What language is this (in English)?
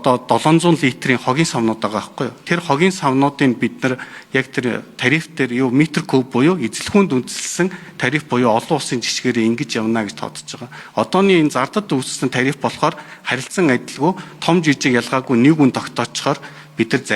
Mongolian